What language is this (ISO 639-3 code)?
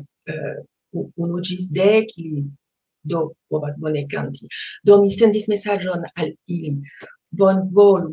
epo